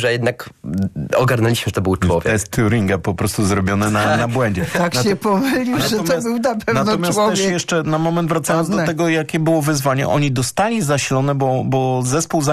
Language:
Polish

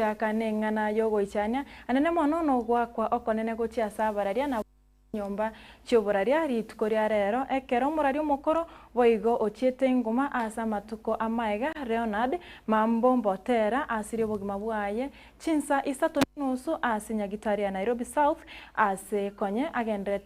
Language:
Gusii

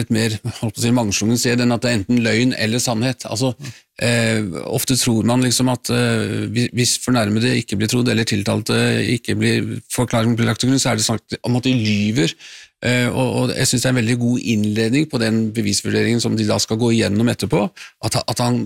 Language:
Norwegian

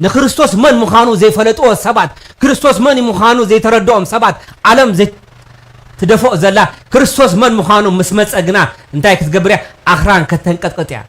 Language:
Tigrinya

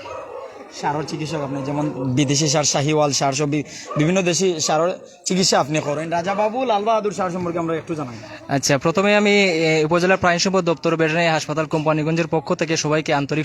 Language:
Sylheti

